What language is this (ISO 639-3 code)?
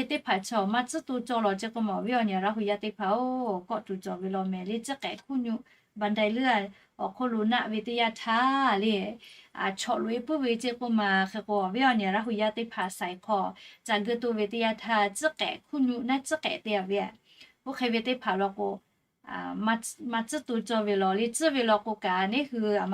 lhu